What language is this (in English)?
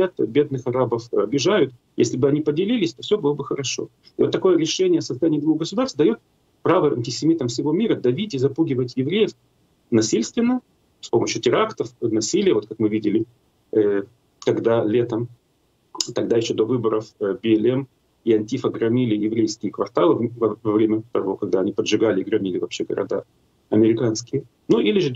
Russian